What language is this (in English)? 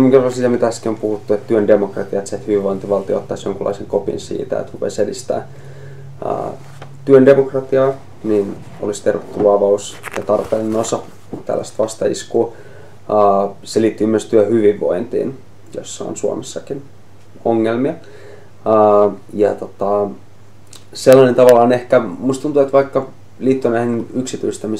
Finnish